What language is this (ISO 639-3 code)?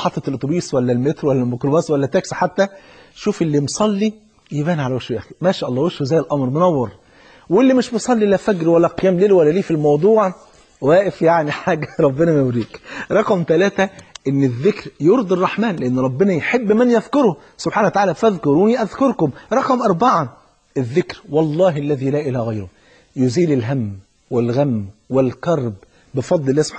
arz